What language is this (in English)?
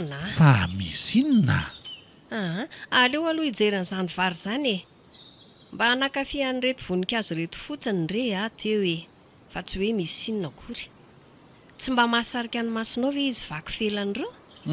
Malagasy